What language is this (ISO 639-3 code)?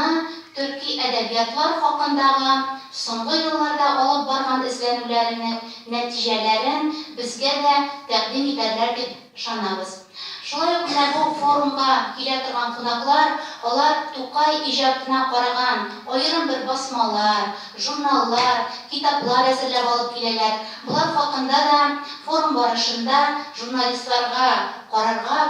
tat